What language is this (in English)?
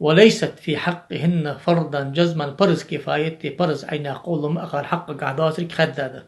Ingush